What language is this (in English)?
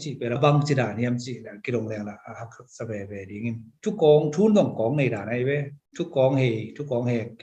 Tedim Chin